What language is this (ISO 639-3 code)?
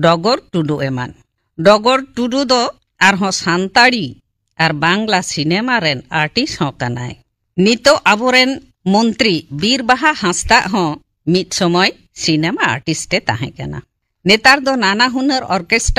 sat